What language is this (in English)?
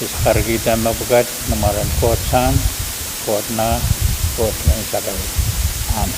Pohnpeian